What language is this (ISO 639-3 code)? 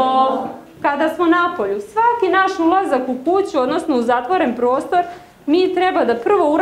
srp